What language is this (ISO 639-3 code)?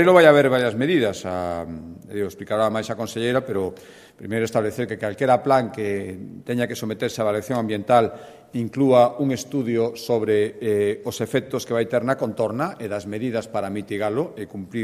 glg